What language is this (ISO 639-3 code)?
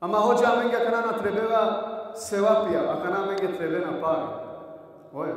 rmn